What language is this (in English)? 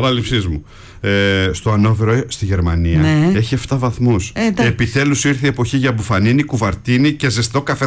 Greek